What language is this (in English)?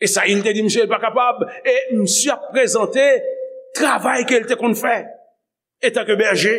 Haitian Creole